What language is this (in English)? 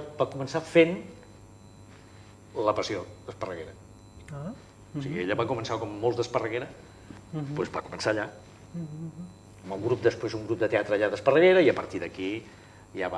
Catalan